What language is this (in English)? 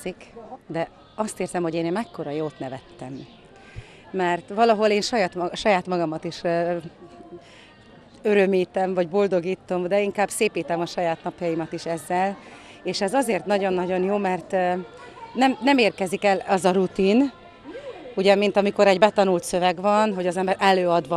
Hungarian